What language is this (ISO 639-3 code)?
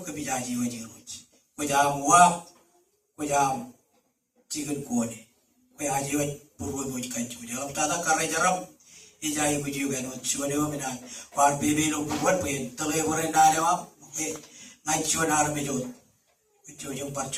mah